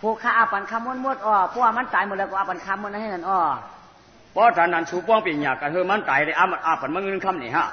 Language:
Shan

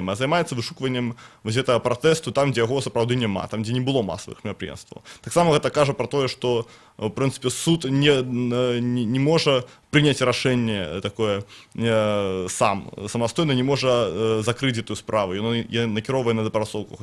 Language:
Belarusian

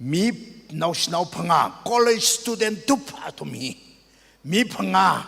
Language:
Tangkhul Naga (India)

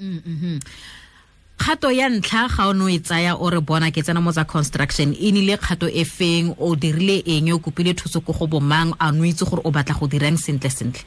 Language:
Tswana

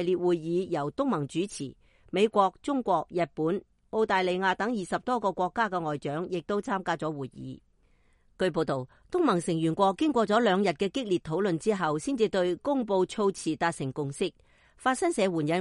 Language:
Cantonese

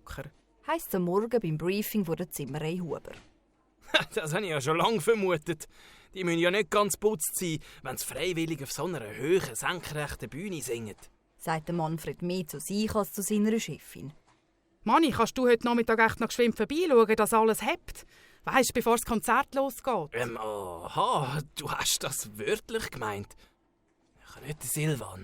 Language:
Swiss German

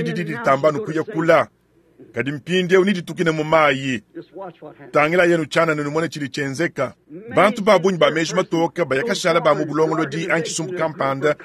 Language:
Luba-Lulua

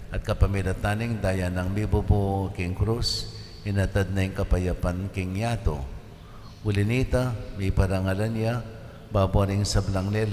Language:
Pampanga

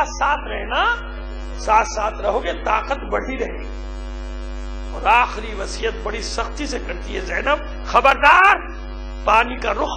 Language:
Urdu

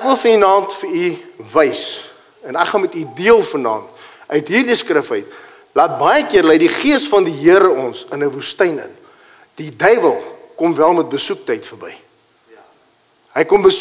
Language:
Afrikaans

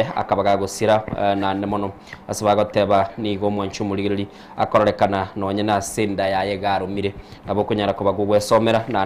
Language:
Gusii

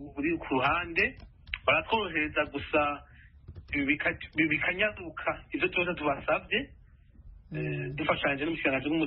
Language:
Rundi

